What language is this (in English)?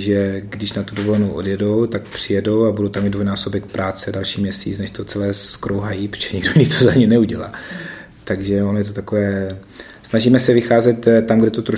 Czech